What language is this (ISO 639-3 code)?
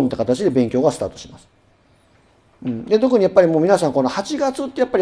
jpn